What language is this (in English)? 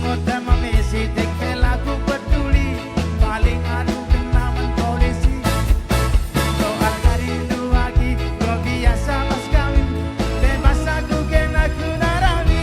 Batak Karo